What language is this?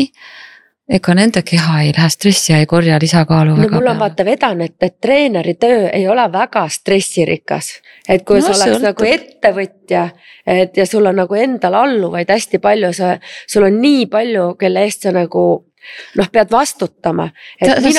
Estonian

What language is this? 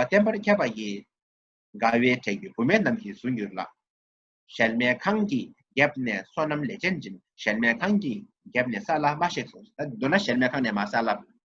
Tibetan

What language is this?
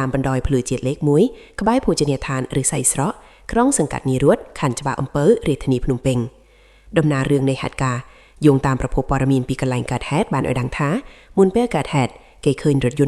Khmer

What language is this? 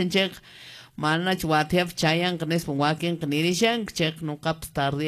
Quechua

